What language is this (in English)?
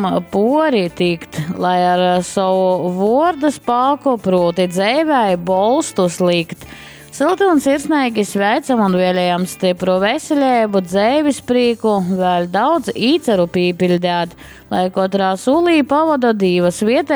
Latgalian